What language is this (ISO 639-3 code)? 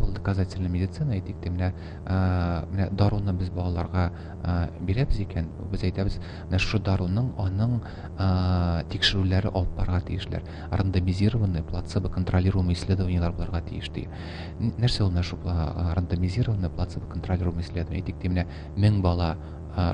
tat